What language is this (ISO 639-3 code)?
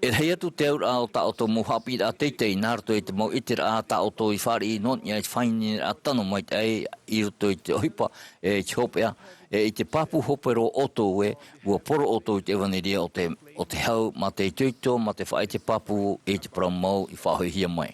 tah